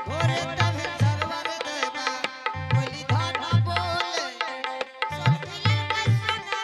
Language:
Angika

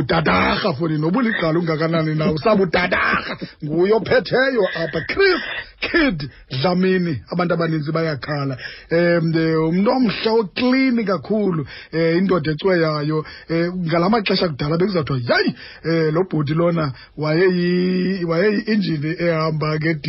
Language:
Xhosa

